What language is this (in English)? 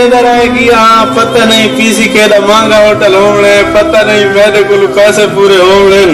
Saraiki